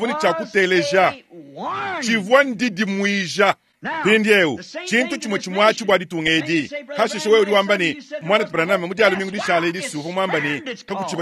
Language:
Luba-Lulua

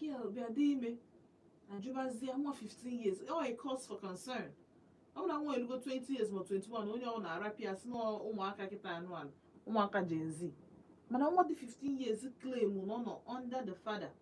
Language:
Igbo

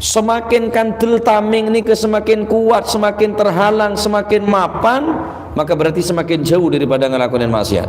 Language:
Madurese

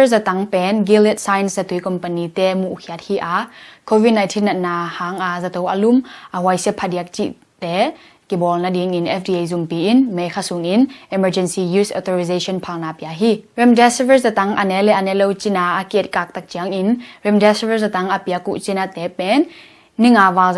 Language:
Tedim Chin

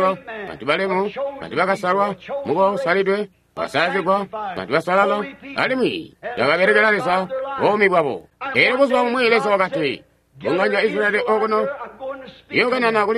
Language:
Tonga (Zambia)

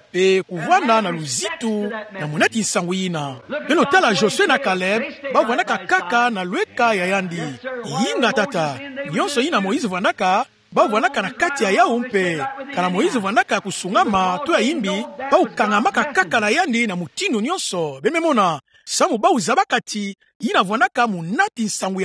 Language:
Kituba (Democratic Republic of Congo)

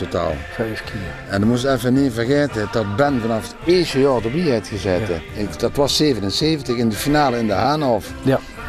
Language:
Limburgish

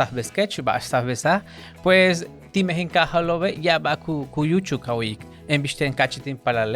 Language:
Yucateco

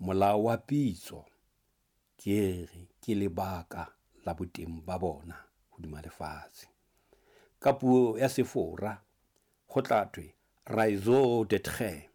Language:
Southern Sotho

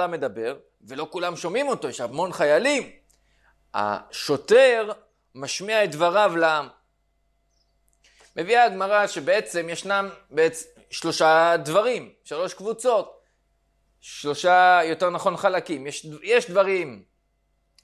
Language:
Hebrew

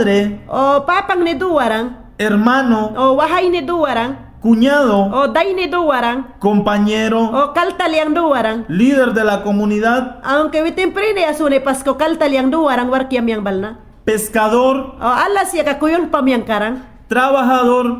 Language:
Mayangna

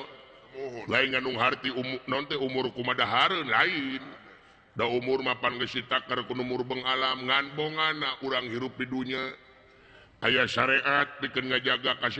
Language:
Sundanese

